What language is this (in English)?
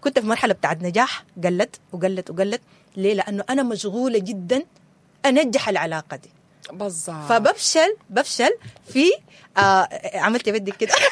Sudanese Arabic